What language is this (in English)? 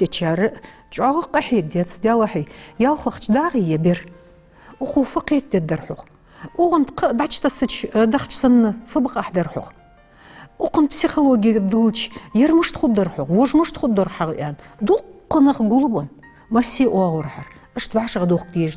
Ingush